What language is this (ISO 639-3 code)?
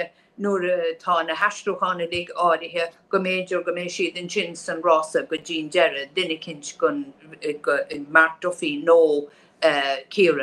gle